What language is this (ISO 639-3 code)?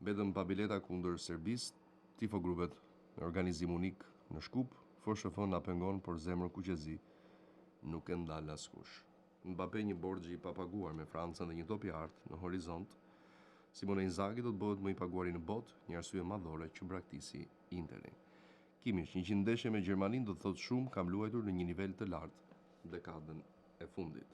sqi